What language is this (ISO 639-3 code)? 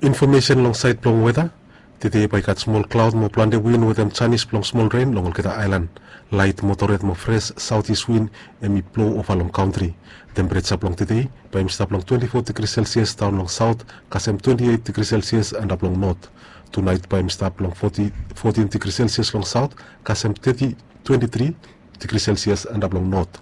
bis